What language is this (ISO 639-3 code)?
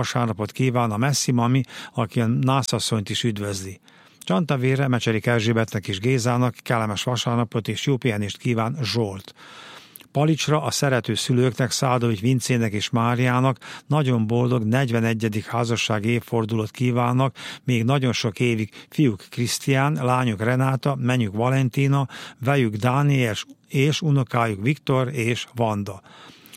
hun